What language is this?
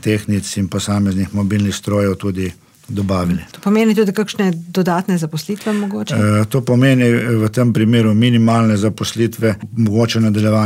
Slovenian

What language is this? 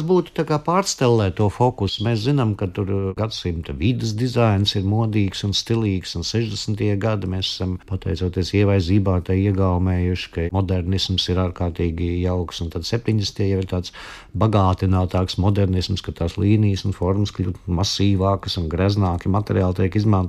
Latvian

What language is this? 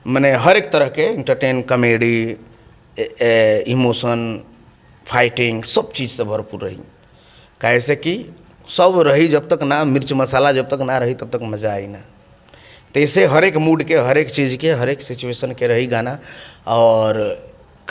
Bhojpuri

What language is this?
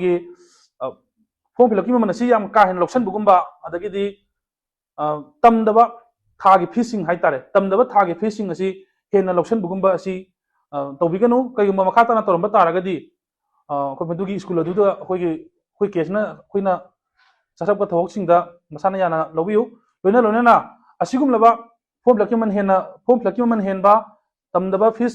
Manipuri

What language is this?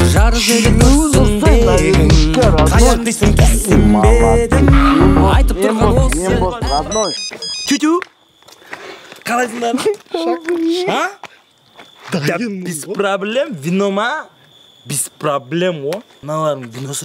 Kazakh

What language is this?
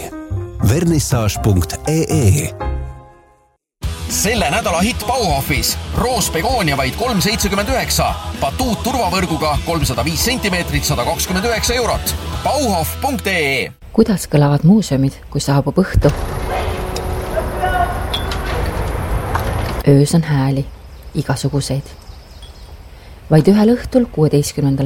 Estonian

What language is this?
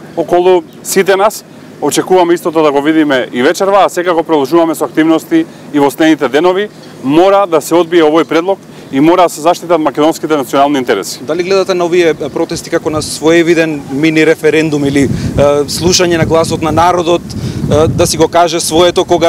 Macedonian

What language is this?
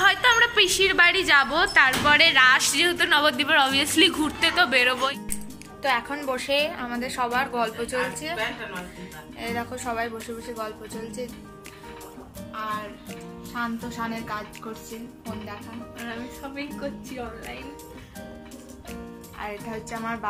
Bangla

